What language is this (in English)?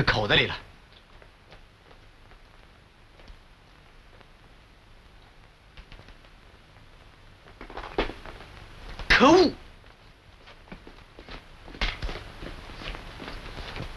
Chinese